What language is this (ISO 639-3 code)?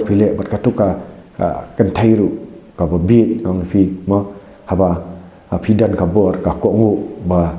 kha